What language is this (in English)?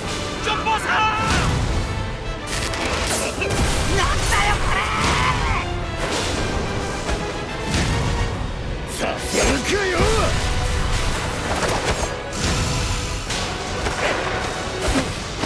Japanese